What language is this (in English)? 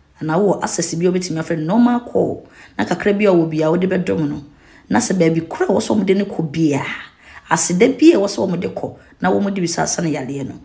Akan